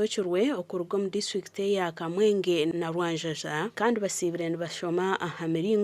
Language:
Nyankole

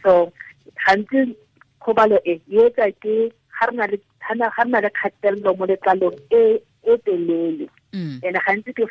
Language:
Tswana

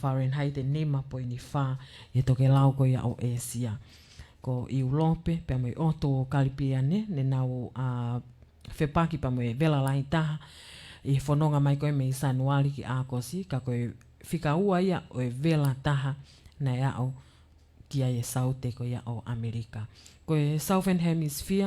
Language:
Tongan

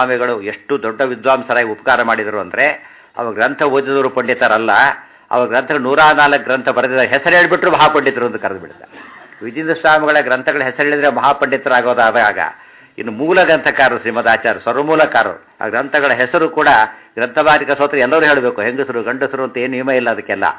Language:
Kannada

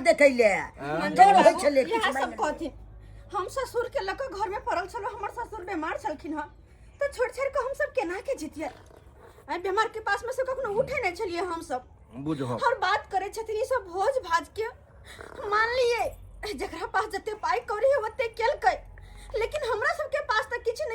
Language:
Maithili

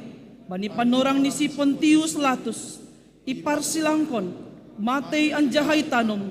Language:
Batak Simalungun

